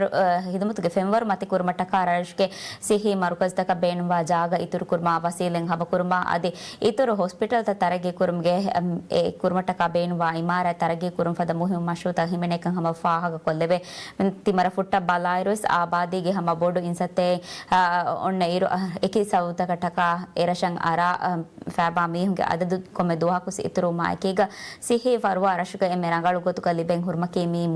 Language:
Divehi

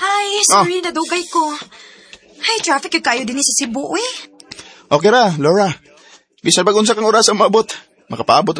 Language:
Cebuano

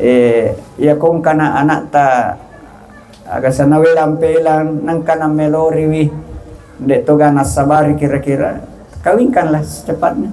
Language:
Buginese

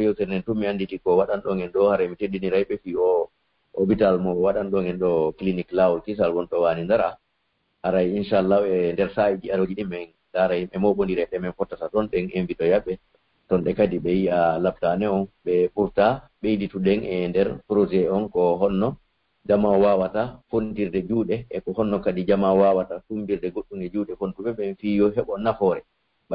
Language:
Pular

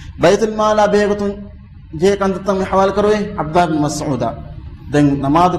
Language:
Divehi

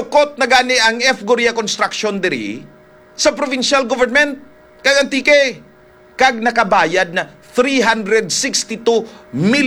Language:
Hiligaynon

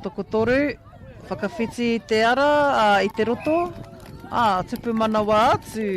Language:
Māori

